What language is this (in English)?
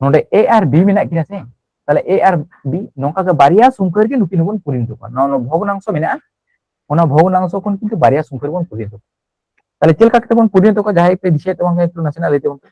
Santali